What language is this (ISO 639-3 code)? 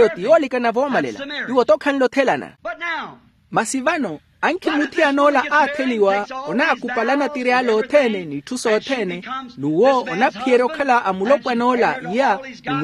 vmw